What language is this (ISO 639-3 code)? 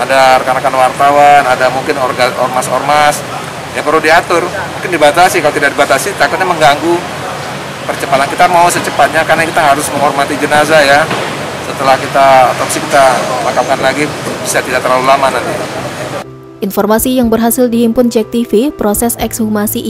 ind